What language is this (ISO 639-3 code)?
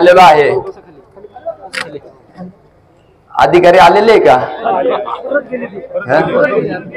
mar